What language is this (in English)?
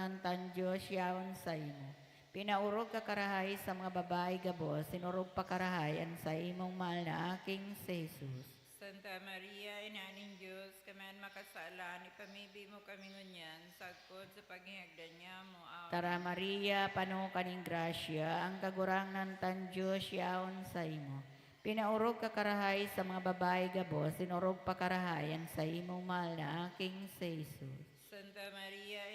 Bikol